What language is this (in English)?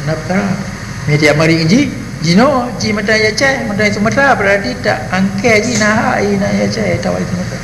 Achinese